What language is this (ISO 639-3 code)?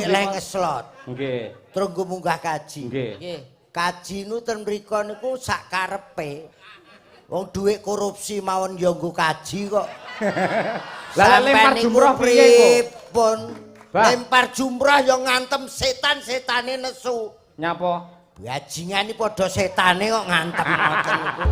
jav